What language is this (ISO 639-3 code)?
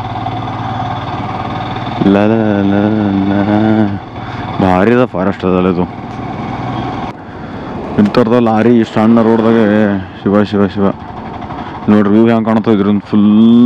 kan